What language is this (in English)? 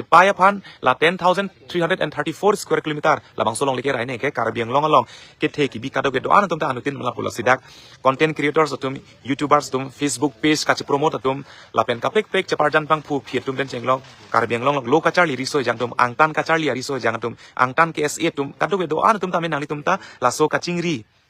Karbi